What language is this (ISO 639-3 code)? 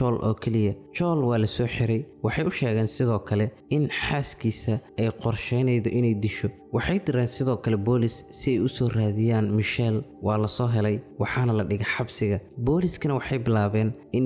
som